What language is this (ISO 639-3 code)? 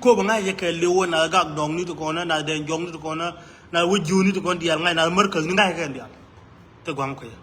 nus